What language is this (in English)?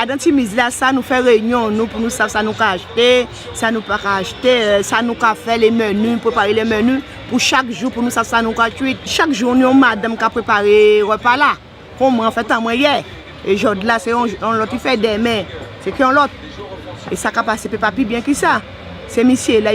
Guadeloupean Creole French